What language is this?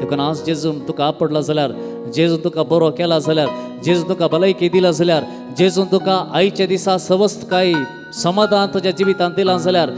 Konkani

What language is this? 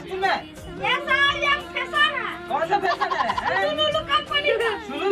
Chhattisgarhi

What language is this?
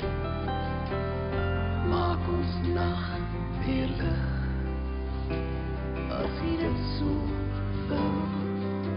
Afrikaans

